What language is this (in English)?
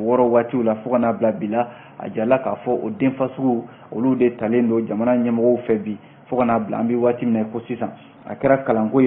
Bambara